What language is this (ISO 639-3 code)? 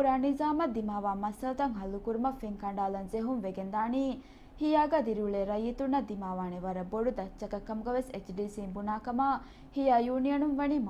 div